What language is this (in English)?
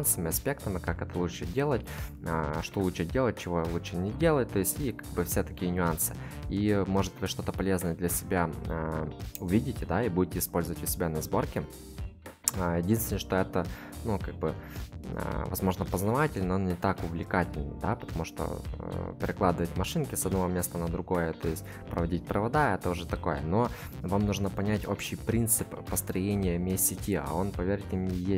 Russian